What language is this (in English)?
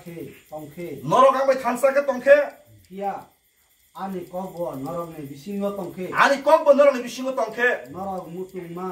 Kok Borok